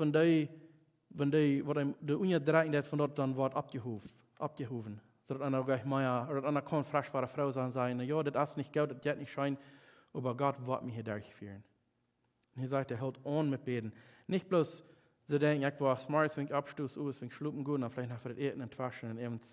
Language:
Plautdietsch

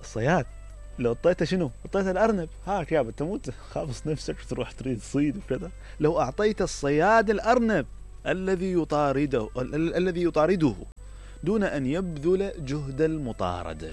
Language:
Mesopotamian Arabic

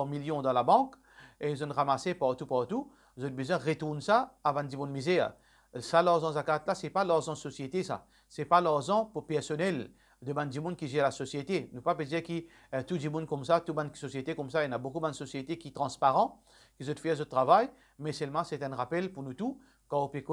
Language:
Morisyen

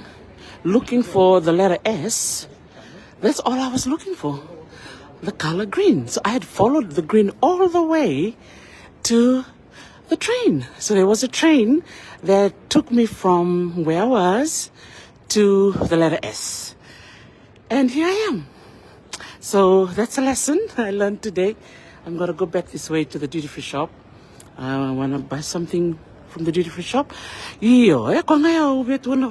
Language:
Fijian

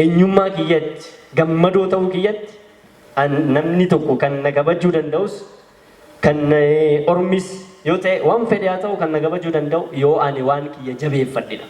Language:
Oromo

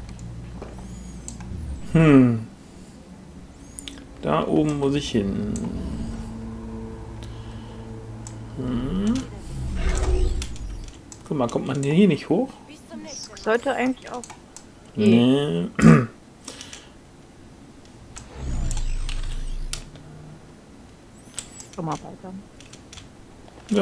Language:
German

